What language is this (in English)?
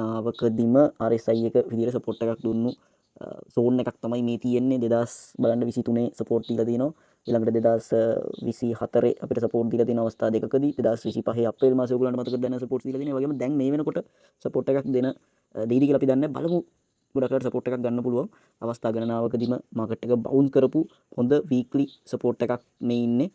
Sinhala